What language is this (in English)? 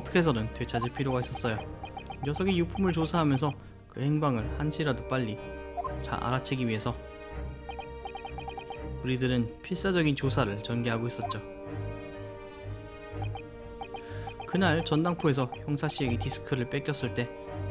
Korean